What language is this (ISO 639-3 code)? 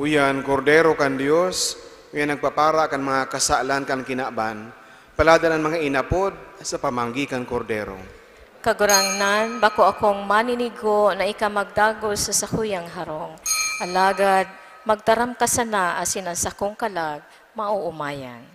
bik